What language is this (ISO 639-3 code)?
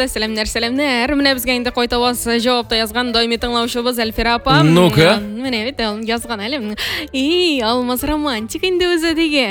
tat